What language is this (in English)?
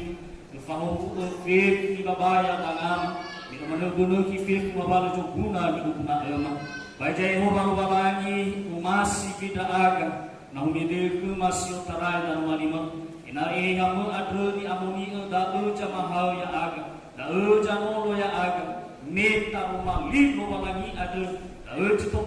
Nias